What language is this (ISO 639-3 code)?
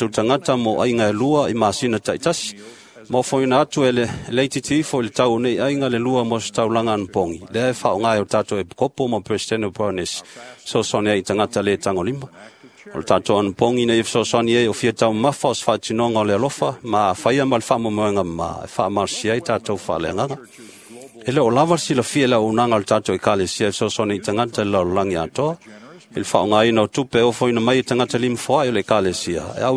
smo